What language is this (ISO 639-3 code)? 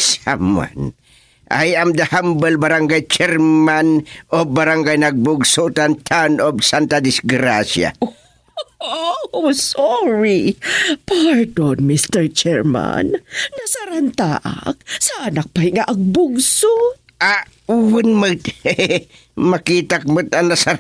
ilo